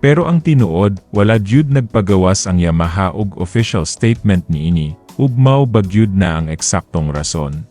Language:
Cebuano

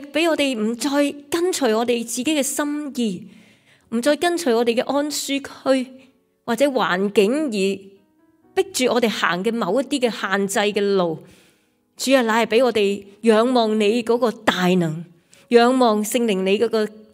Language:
Cantonese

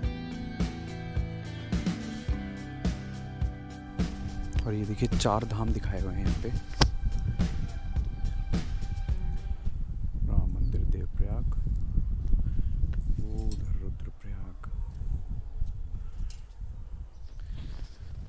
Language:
Hindi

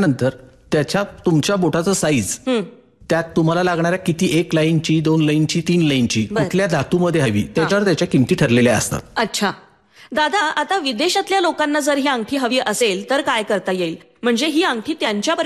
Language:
Marathi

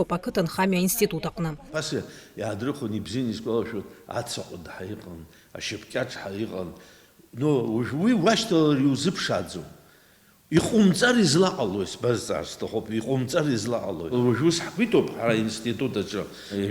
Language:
Abkhazian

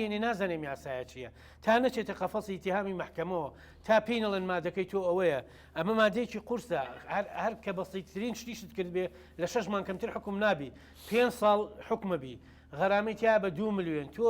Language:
Central Kurdish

